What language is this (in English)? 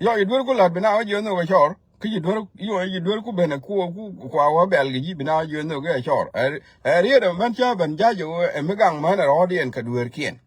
Nuer